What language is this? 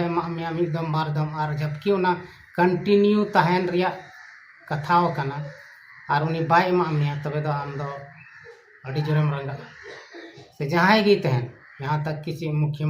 Santali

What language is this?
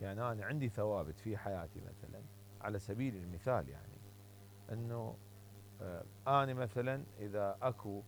Mesopotamian Arabic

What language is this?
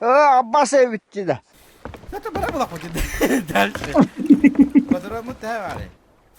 Yakut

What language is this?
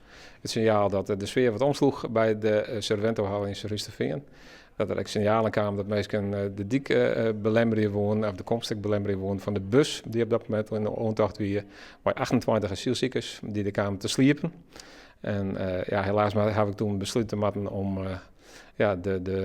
Western Frisian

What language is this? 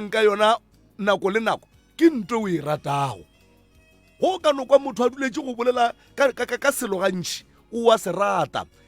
Northern Sotho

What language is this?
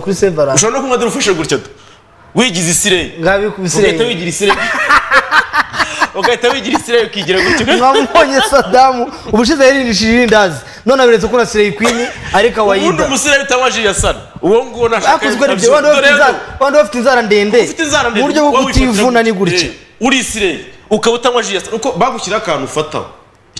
Kinyarwanda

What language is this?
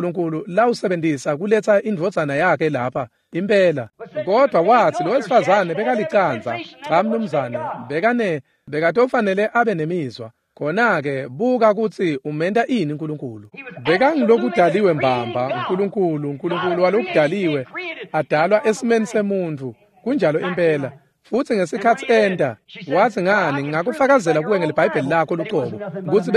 Swati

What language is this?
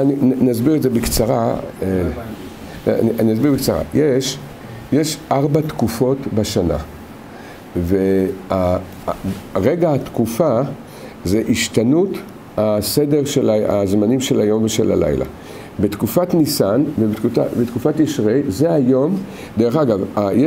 Hebrew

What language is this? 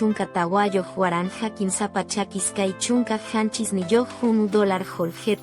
Quechua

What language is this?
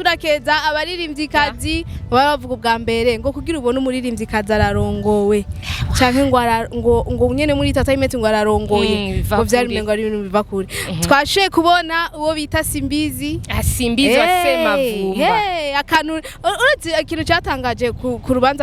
Rundi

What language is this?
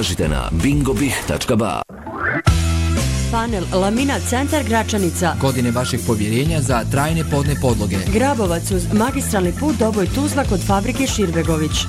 Bosnian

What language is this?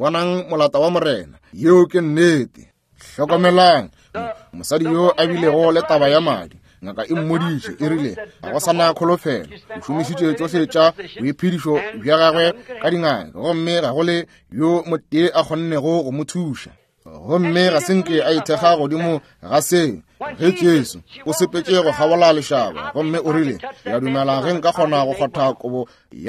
Northern Sotho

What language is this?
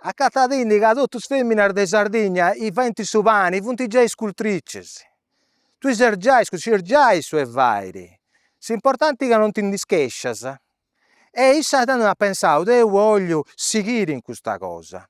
Sardinian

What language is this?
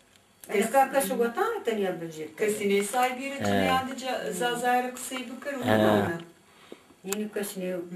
Zaza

